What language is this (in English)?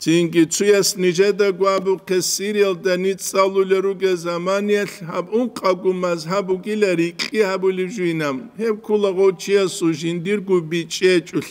Avaric